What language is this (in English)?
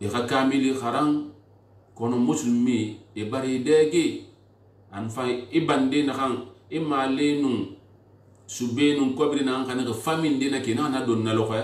Susu